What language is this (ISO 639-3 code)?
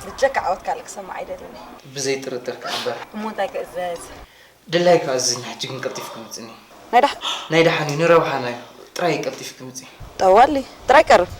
tir